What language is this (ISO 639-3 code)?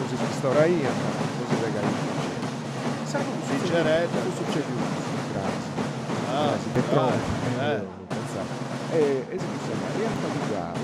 srd